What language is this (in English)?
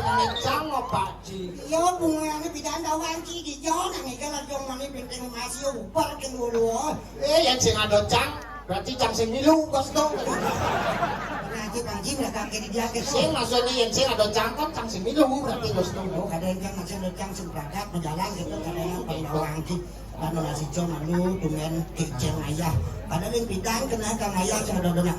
Balinese